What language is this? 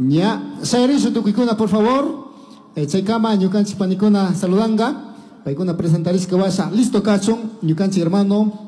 Chimborazo Highland Quichua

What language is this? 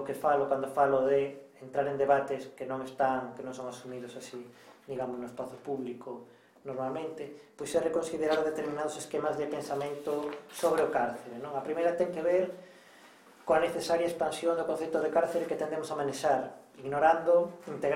Galician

